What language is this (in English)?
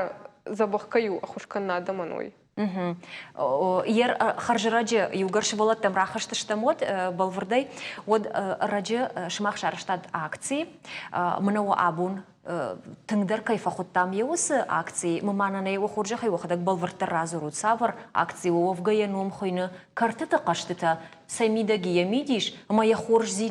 Ossetic